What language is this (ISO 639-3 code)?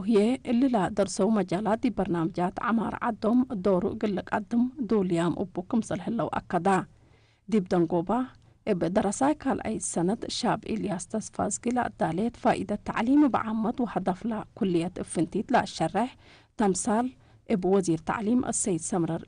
tig